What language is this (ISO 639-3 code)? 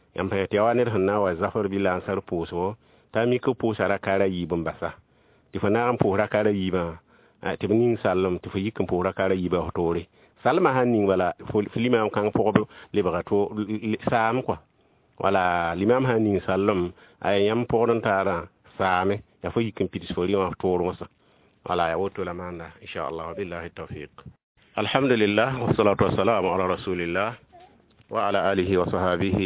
mos